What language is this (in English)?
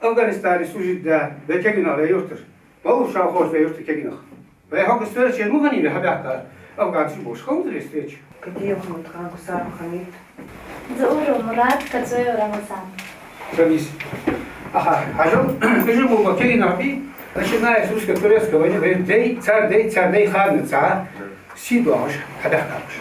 Ingush